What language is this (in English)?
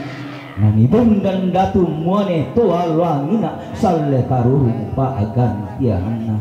Toraja-Sa'dan